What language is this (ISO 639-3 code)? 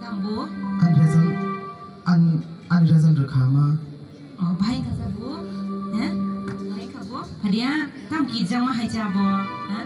trp